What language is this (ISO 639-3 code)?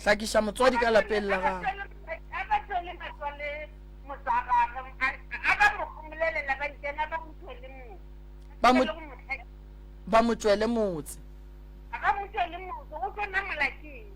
nso